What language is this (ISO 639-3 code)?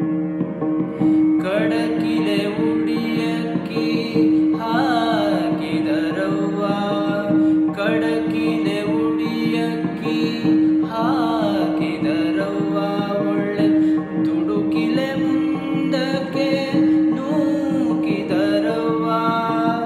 kan